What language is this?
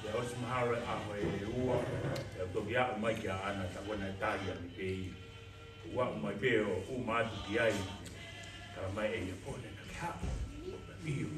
Tongan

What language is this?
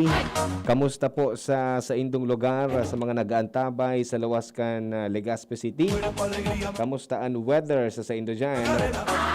Bikol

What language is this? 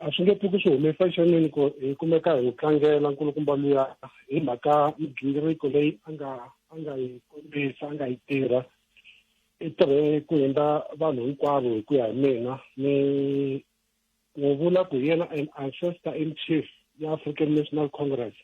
Tsonga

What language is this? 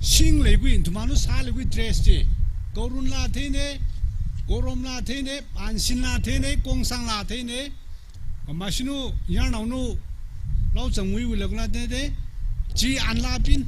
Tangkhul Naga (India)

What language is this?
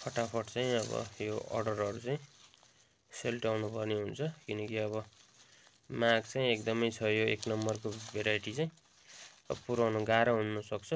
Nepali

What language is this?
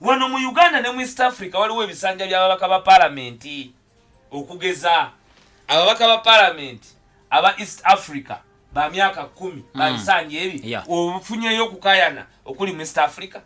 Ganda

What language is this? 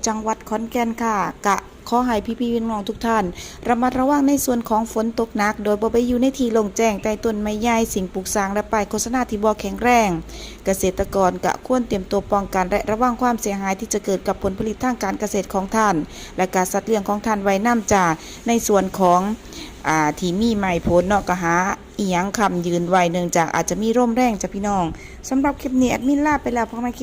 Northeastern Thai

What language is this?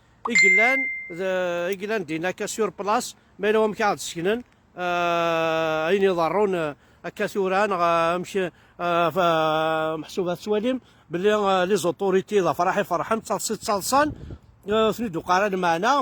Kabyle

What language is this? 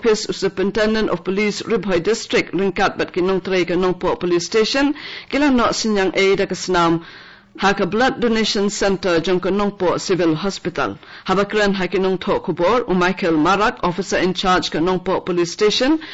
Khasi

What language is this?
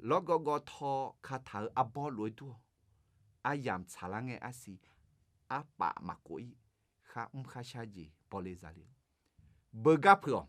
Akha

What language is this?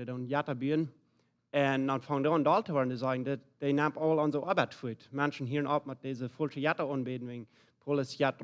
Plautdietsch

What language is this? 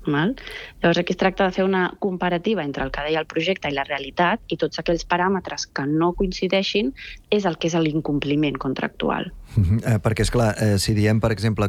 Catalan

